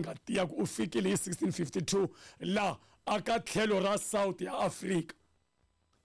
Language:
Tsonga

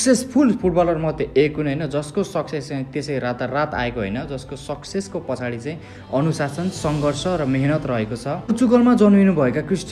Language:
Nepali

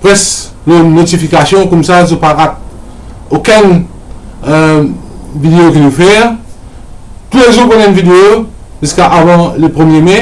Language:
Morisyen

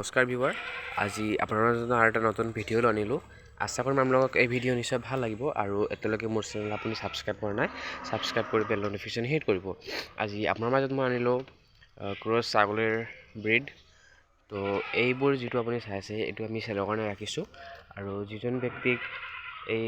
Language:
Assamese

